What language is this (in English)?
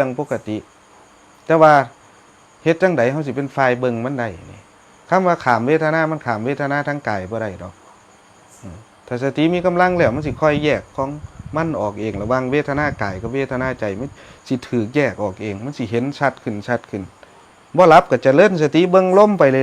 Northeastern Thai